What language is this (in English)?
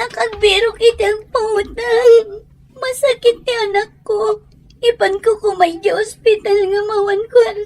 Iloko